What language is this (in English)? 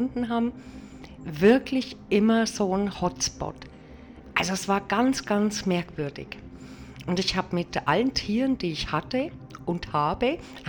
German